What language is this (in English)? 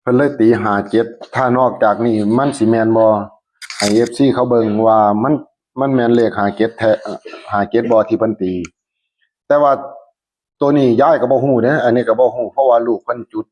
Northeastern Thai